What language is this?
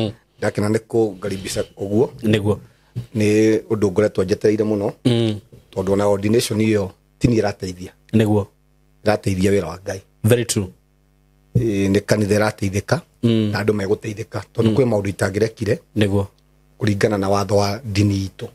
Kikuyu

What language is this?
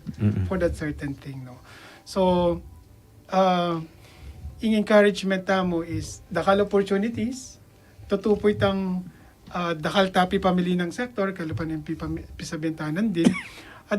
Pampanga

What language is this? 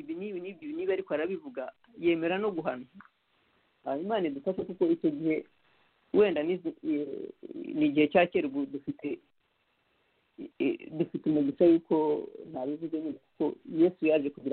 Kinyarwanda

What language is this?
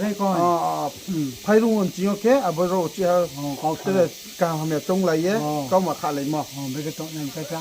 Riang (India)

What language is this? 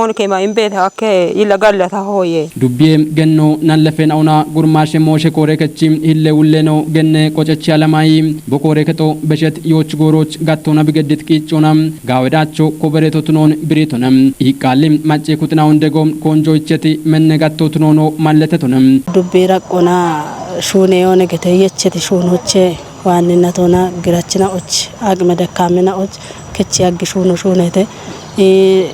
Kafa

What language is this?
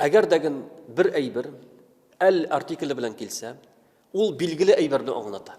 Tatar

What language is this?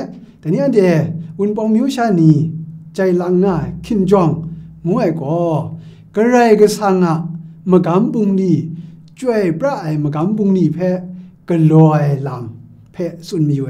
Kachin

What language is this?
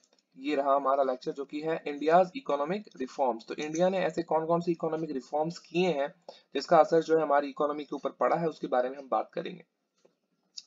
Hindi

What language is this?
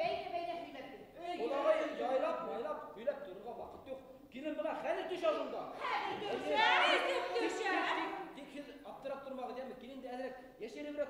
Bashkir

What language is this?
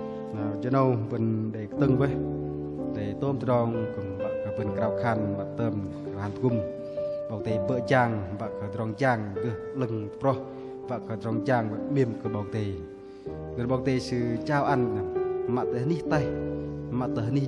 Bahnar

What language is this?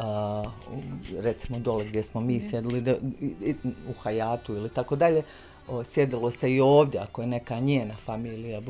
Bosnian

